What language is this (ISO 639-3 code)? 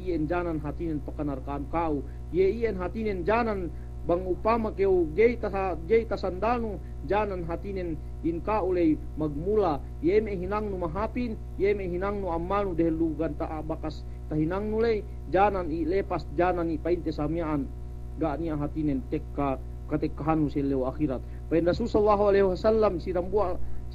yka